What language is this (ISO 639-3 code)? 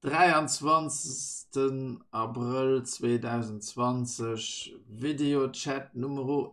ltz